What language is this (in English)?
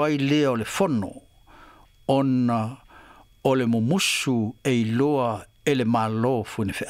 Samoan